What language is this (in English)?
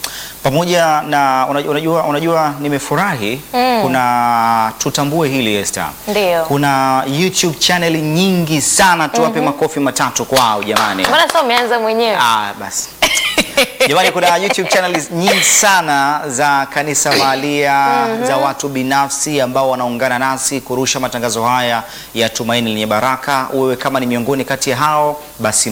Swahili